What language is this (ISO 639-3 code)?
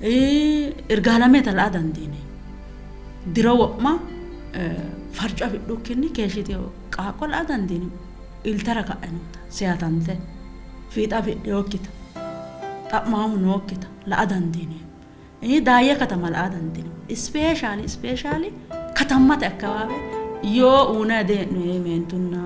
sid